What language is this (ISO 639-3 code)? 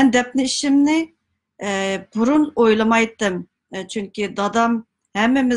uig